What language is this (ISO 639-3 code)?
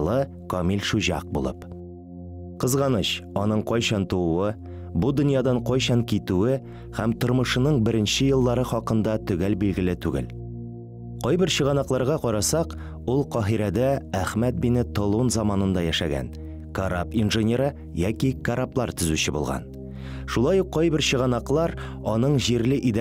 tat